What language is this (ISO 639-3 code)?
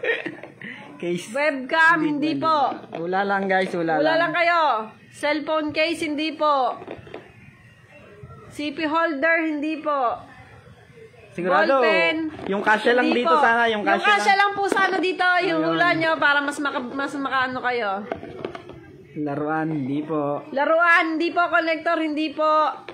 fil